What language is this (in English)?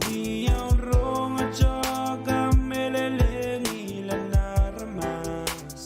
Pohnpeian